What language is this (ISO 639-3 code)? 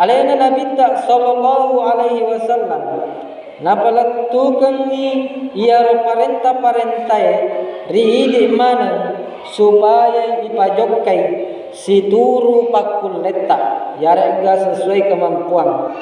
bug